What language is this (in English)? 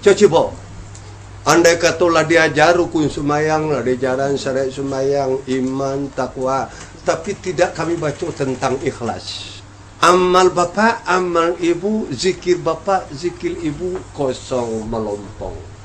Minangkabau